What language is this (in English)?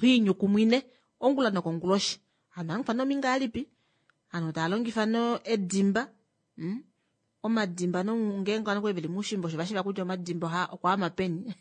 Kuanyama